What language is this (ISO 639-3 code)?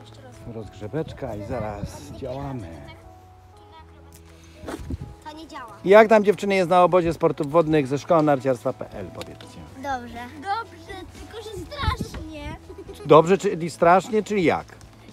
pol